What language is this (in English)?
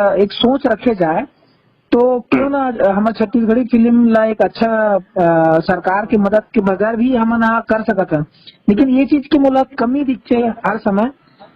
Chhattisgarhi